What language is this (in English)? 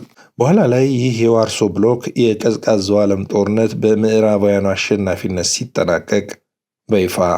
Amharic